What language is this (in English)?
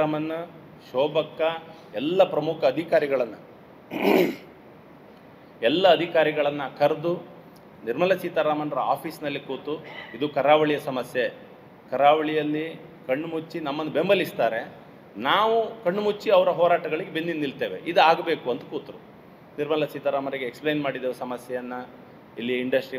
Kannada